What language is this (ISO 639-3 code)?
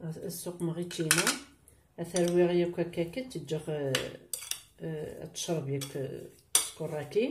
kab